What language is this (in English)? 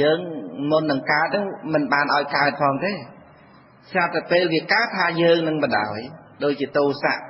Khmer